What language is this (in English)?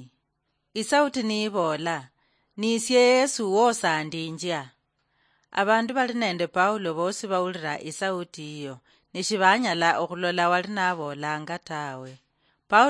Luyia